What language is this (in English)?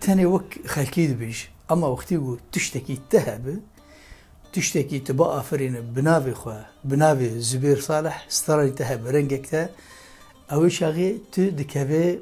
Kurdish